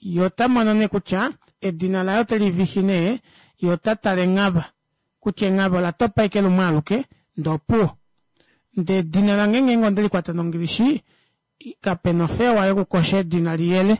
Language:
Kuanyama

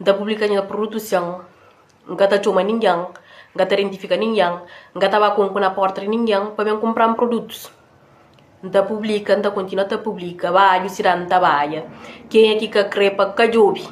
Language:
Kabuverdianu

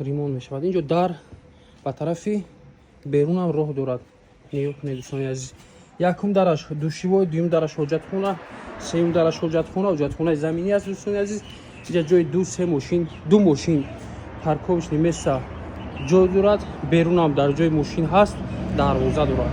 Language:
Tajik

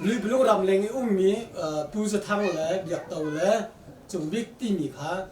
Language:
Hakha Chin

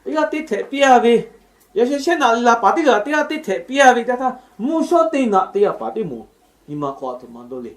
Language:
Lahu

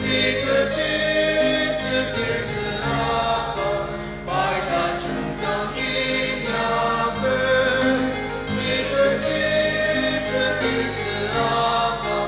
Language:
Ao Naga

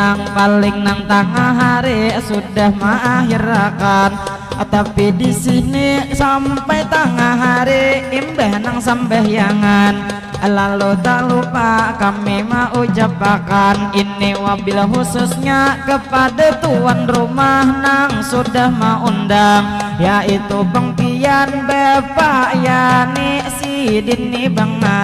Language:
Banjar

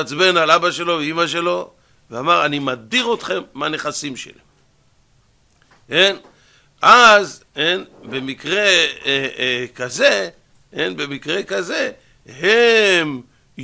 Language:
Hebrew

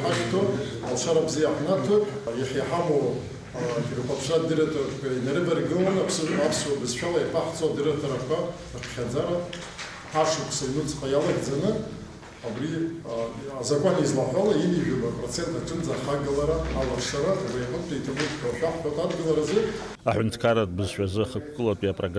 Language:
Abkhazian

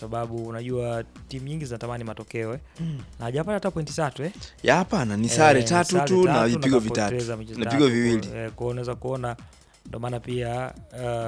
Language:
Swahili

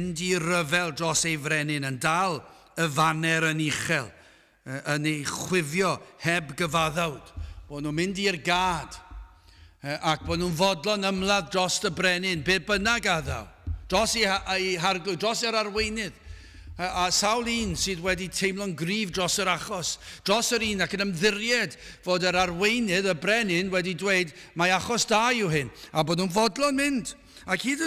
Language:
Welsh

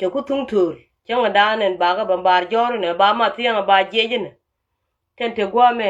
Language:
Nuer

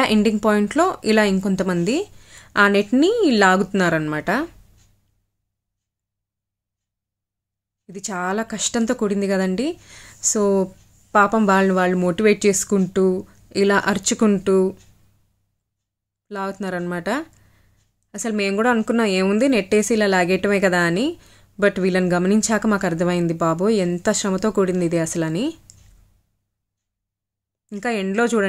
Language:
Telugu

